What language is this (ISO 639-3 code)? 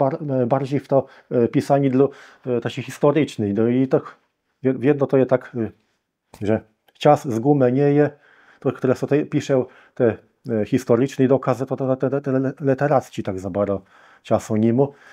csb